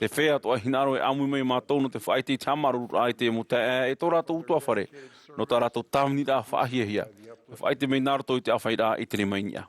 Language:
Tahitian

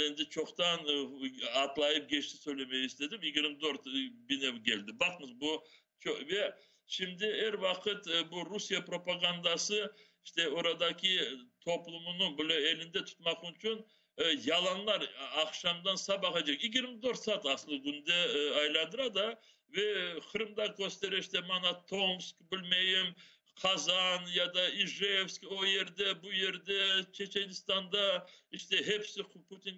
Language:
Crimean Tatar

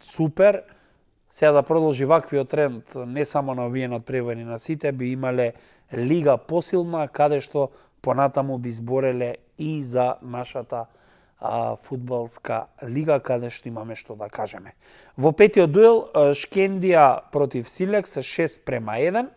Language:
Macedonian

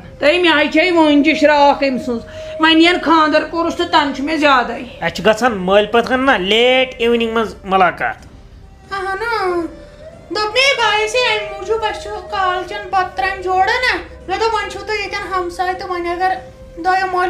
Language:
Kashmiri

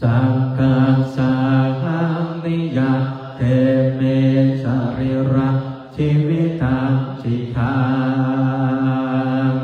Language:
Pali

